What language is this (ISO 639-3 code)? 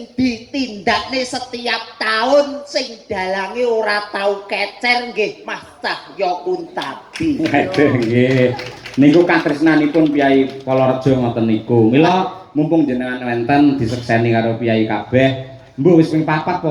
jav